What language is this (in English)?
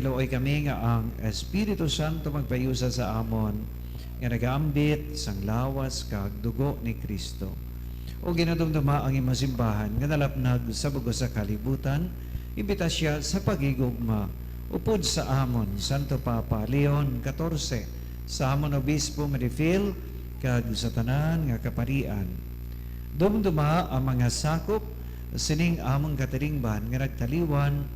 Hiligaynon